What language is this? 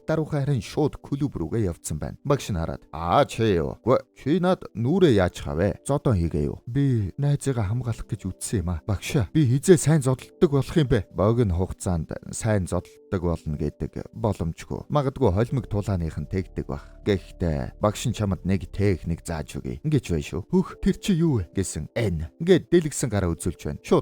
Mongolian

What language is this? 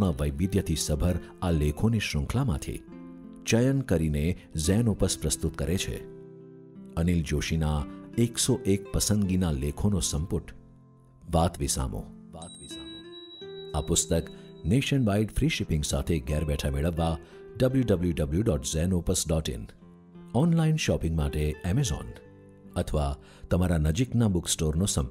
Gujarati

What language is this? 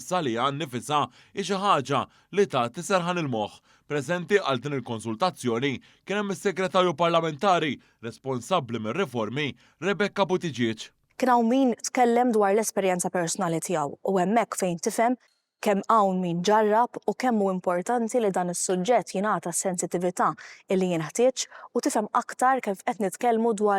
Maltese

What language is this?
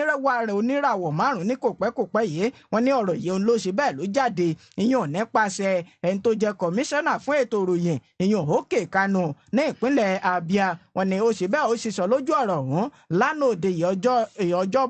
Yoruba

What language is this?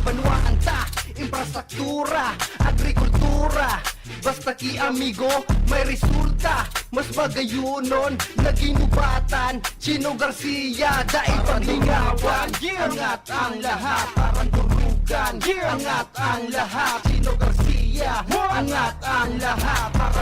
Bikol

